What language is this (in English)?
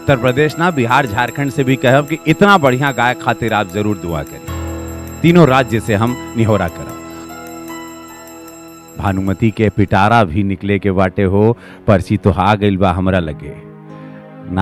Bhojpuri